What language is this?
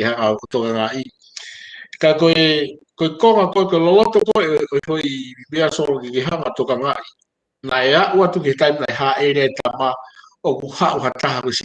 Tongan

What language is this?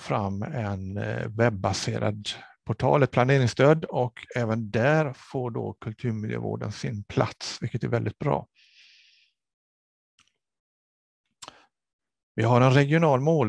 Swedish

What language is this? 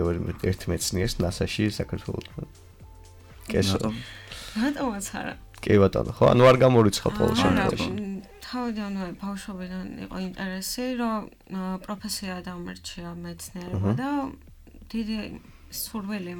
Georgian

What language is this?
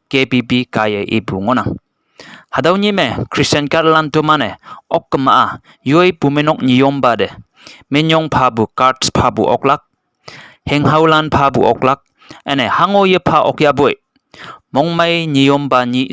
Konyak Naga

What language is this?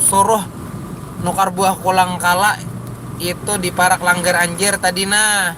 Banjar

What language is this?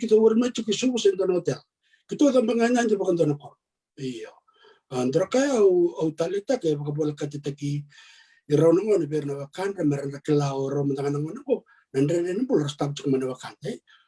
Fijian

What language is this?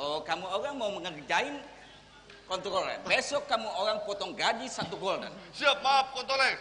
Banjar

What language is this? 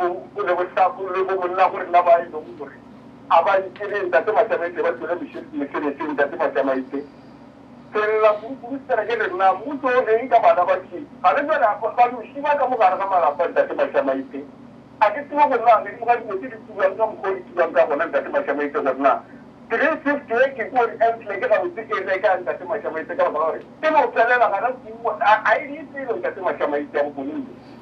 Northern Sotho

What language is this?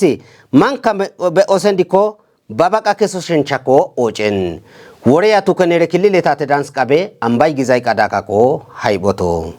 Kafa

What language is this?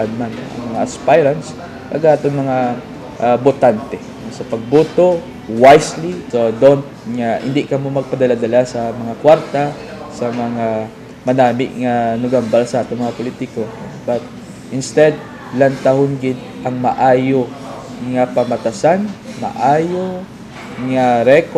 Hiligaynon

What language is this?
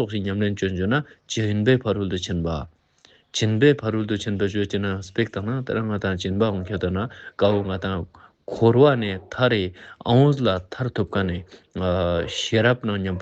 Ladakhi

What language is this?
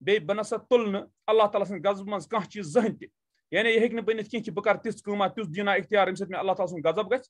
Kashmiri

